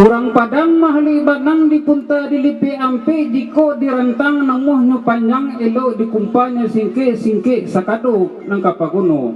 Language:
Minangkabau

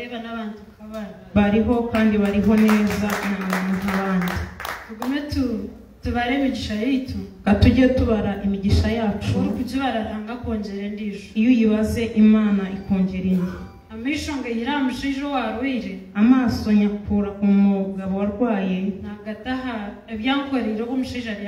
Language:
Kinyarwanda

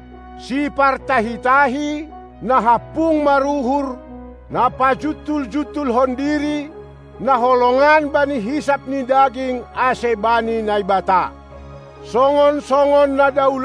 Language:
Batak Simalungun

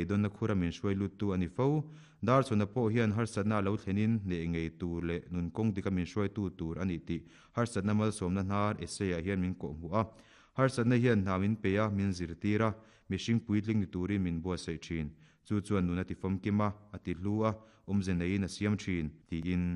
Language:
Mizo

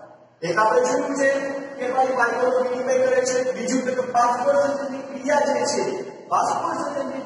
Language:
Gujarati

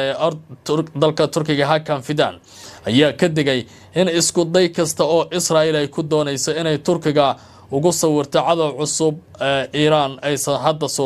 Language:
Somali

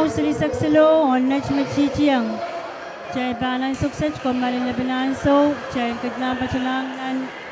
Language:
Pohnpeian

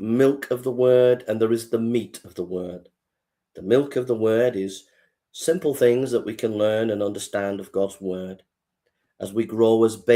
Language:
English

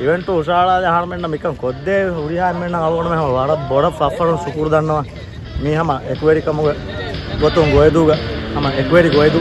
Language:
Divehi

